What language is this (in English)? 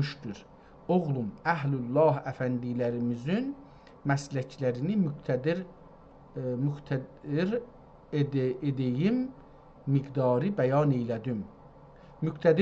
South Azerbaijani